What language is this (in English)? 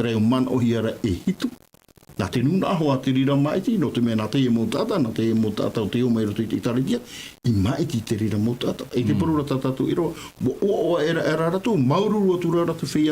Tahitian